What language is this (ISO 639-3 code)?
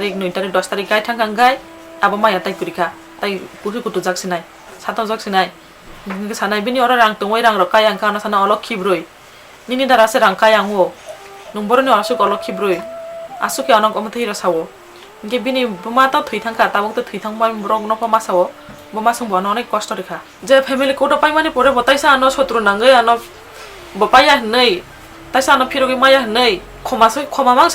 trp